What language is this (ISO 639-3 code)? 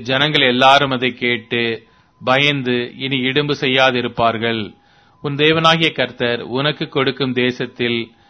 tam